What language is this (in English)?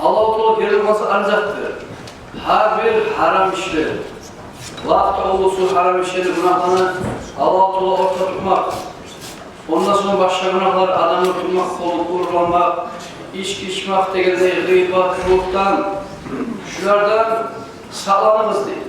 Kumyk